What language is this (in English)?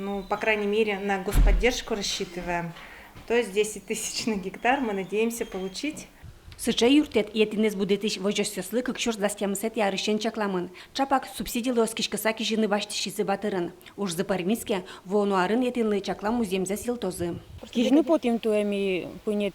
Udmurt